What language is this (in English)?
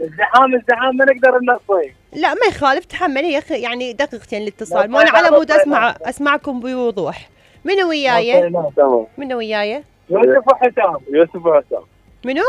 Mesopotamian Arabic